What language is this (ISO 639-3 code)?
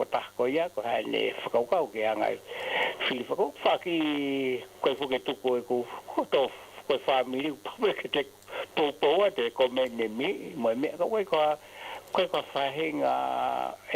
ton